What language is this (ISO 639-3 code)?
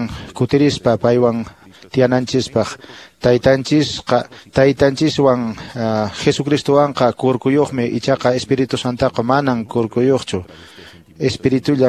que